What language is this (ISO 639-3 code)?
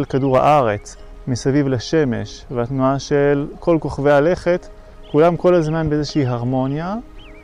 heb